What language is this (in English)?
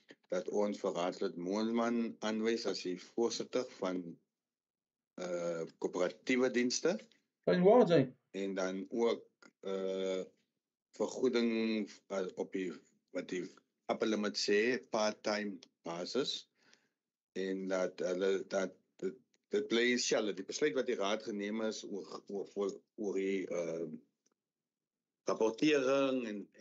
Afrikaans